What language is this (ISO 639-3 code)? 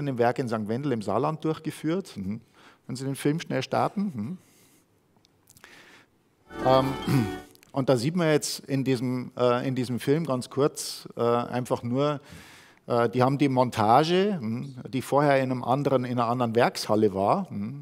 deu